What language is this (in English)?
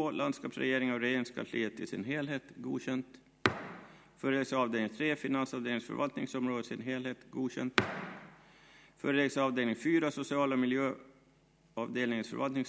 Swedish